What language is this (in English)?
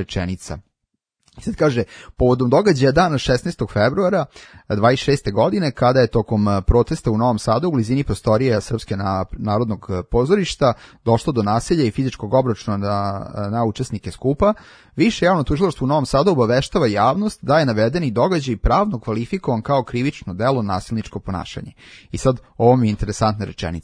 Serbian